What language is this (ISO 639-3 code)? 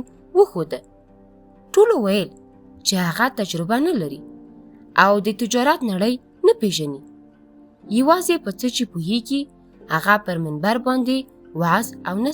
pus